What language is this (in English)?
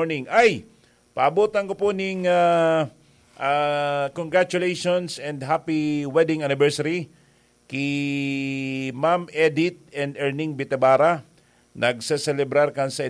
Bikol